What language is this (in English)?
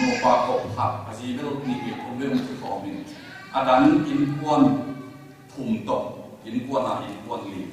Tedim Chin